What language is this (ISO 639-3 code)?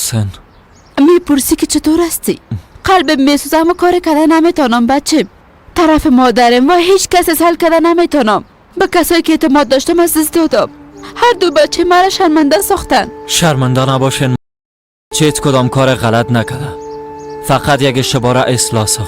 fas